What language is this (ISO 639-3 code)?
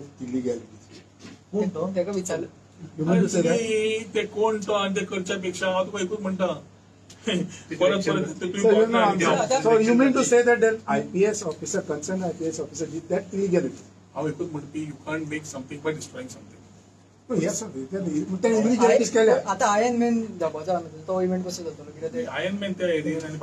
kok